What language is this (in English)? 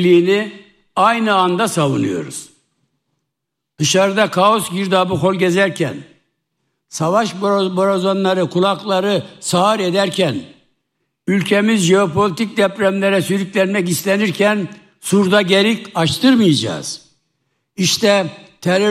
Turkish